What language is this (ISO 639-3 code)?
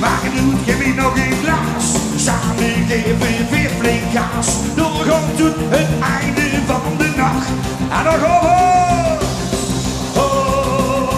lim